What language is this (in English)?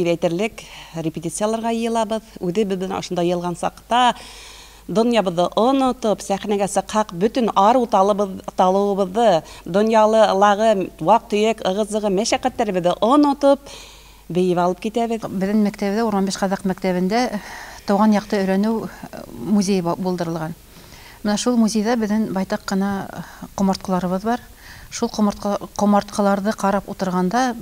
Bashkir